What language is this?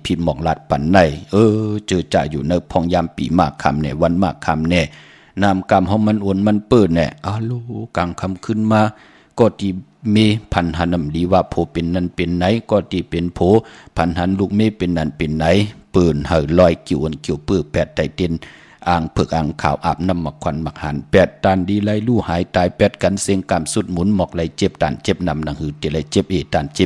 Shan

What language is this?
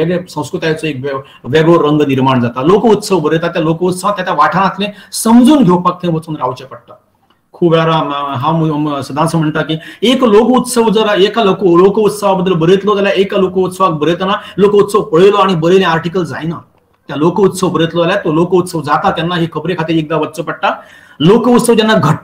Konkani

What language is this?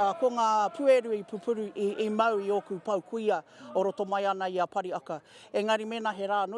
Māori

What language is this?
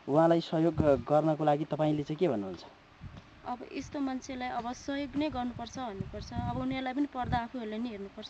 Nepali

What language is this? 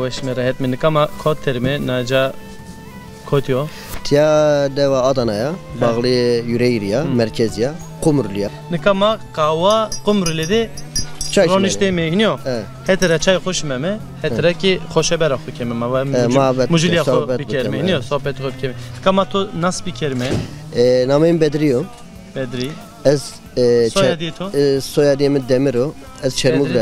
Zaza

